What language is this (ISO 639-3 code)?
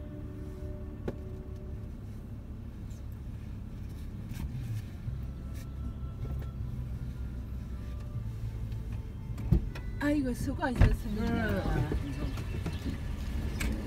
kor